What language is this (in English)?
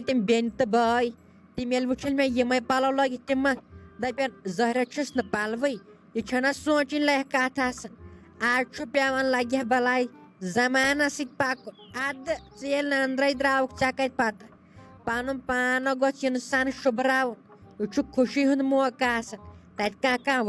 Kashmiri